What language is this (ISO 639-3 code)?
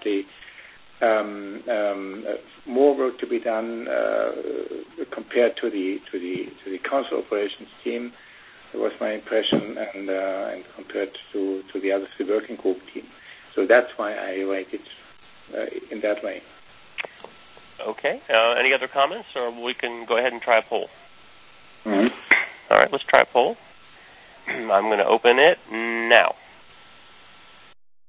eng